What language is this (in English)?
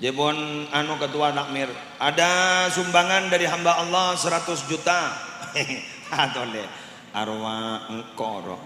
Madurese